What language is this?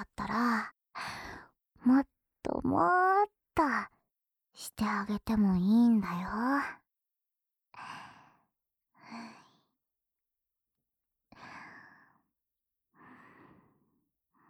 Japanese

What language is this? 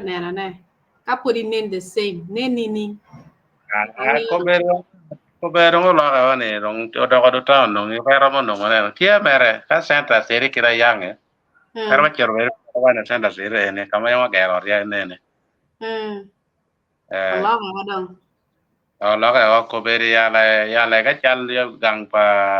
Acoli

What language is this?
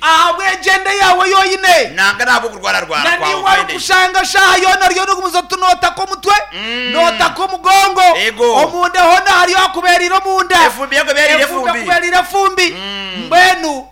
Nyankole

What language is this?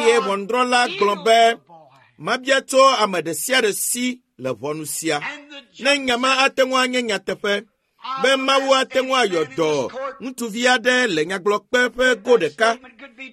Ewe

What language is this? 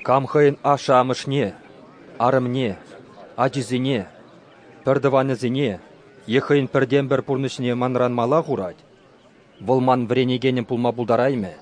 Chuvash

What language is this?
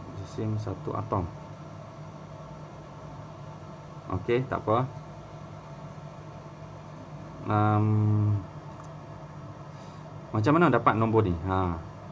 Malay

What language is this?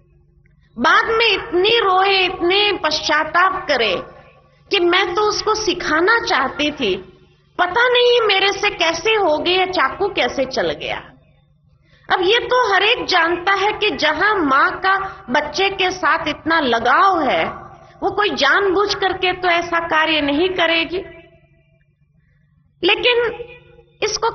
Hindi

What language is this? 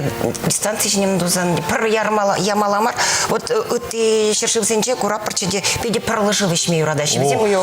Chuvash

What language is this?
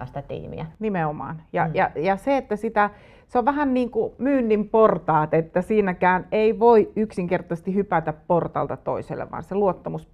Finnish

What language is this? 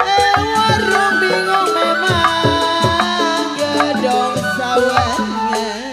Betawi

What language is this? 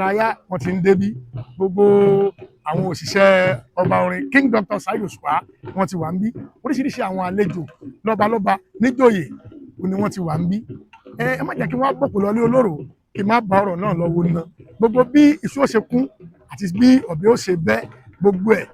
Yoruba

